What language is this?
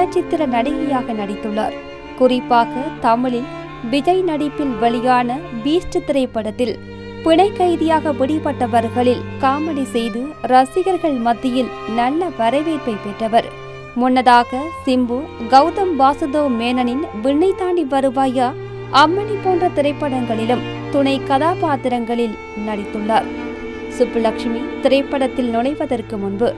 Tamil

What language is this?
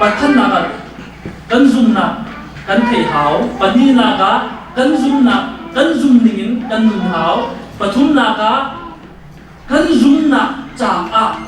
Hakha Chin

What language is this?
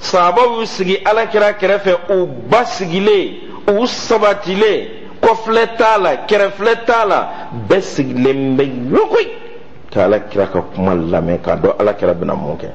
Bambara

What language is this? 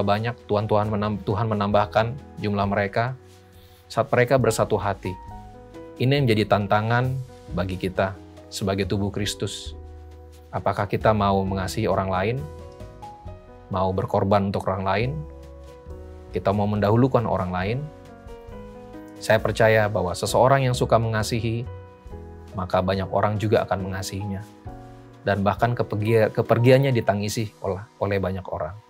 Indonesian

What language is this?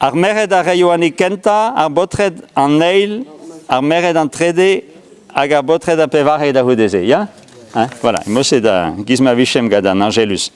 Breton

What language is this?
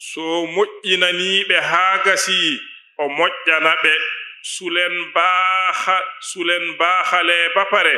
Fula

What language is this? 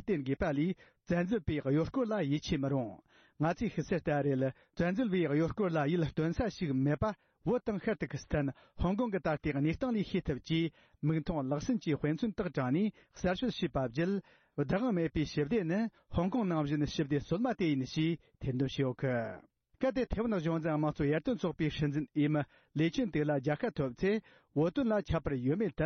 Tibetan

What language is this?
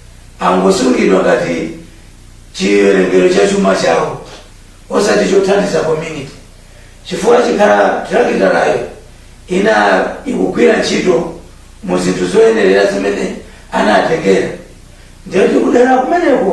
Nyanja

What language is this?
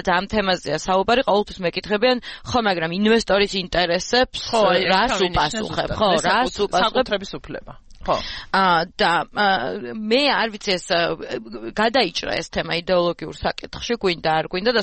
Georgian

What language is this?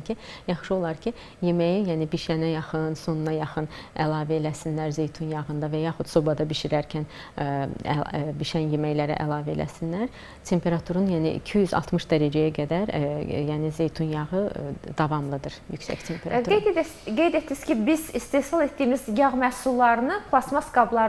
Azerbaijani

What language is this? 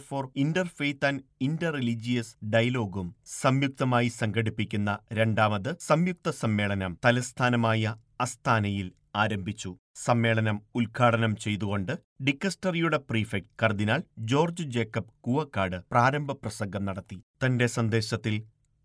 Malayalam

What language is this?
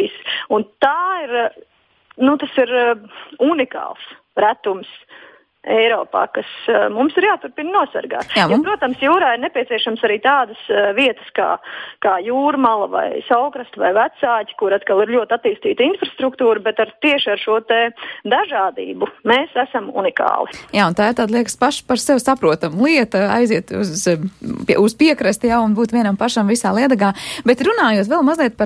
Latvian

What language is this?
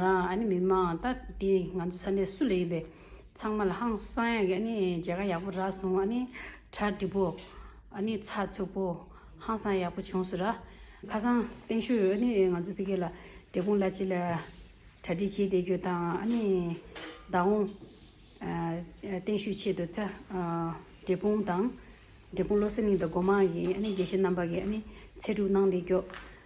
Tibetan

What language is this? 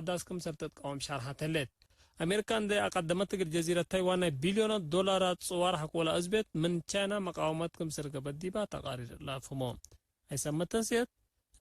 Tigre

